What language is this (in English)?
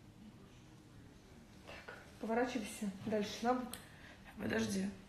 Russian